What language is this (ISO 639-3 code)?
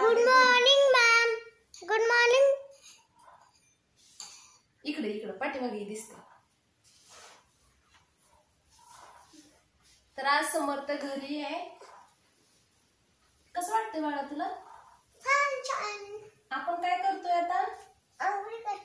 mar